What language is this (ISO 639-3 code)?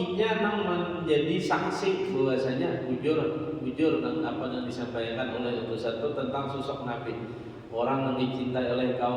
bjn